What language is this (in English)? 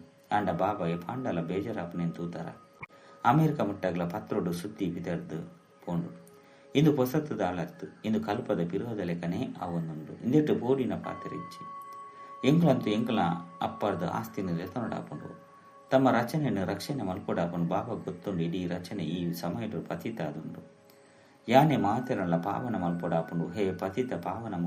Tulu